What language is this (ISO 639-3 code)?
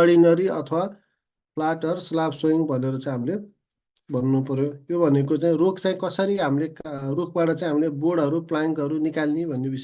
nep